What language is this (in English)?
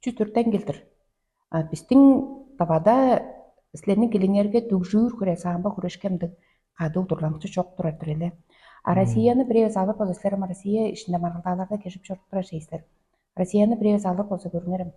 Tuvinian